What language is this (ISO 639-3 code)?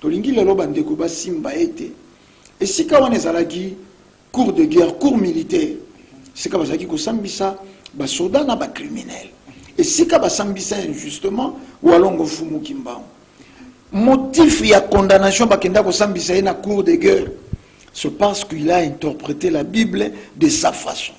lin